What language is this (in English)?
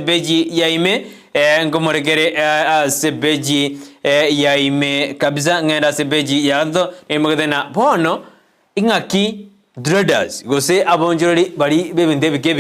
Gusii